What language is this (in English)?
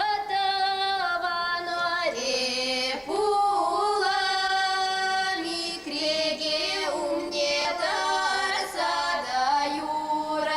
Chuvash